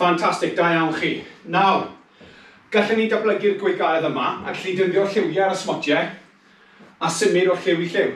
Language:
Welsh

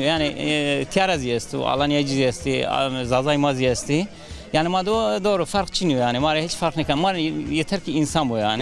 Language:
Zaza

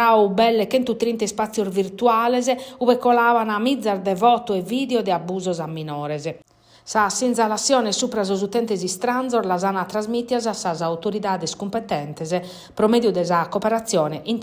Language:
Sardinian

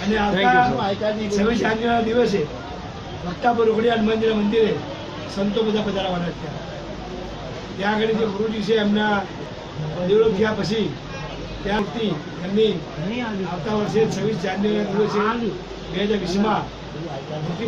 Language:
Gujarati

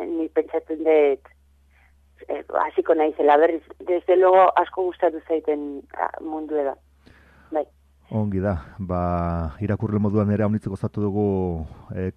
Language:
Basque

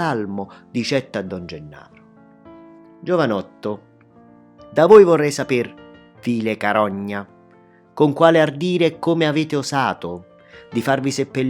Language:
Neapolitan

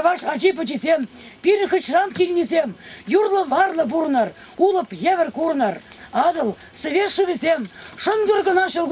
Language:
Chuvash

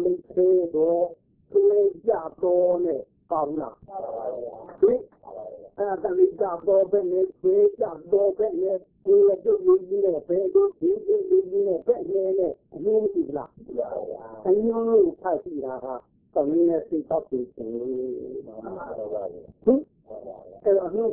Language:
Burmese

